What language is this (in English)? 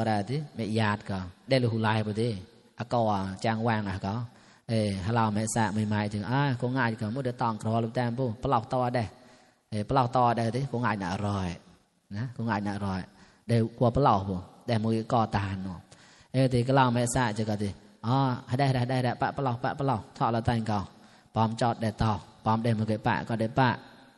Mon